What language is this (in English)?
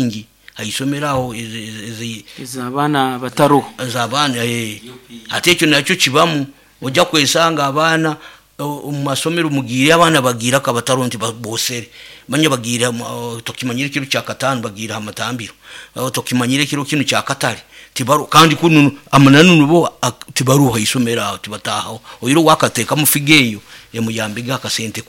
Nyoro